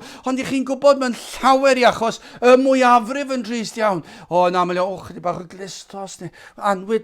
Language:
Welsh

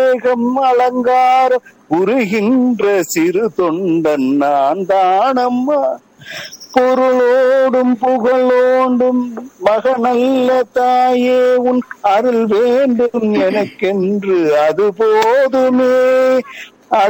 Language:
Tamil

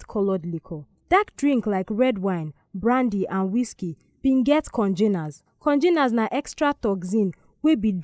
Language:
Nigerian Pidgin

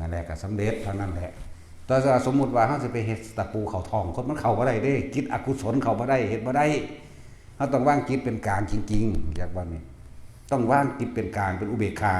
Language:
Northeastern Thai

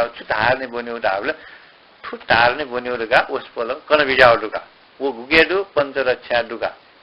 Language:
Newari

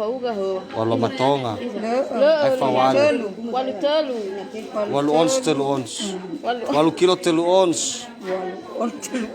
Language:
Nias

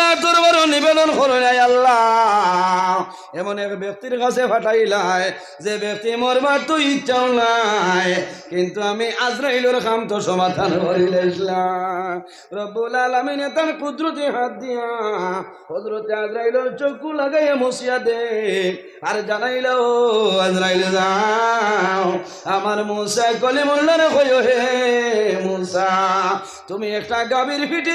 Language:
Sylheti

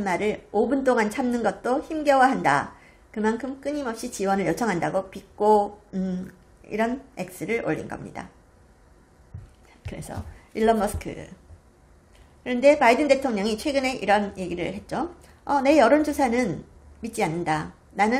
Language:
Korean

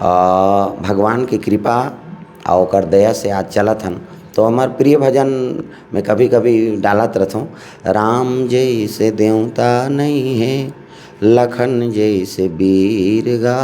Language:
Chhattisgarhi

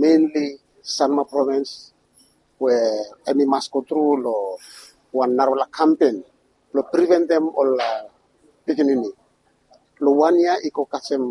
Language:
Bislama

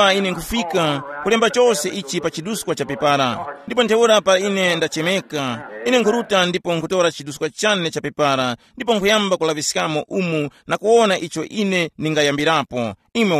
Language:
Tumbuka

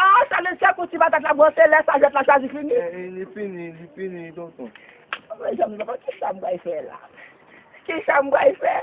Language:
Haitian Creole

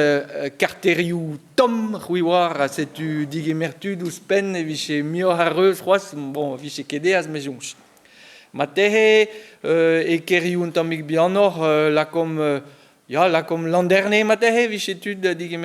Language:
Breton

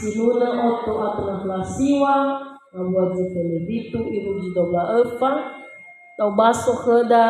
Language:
Nias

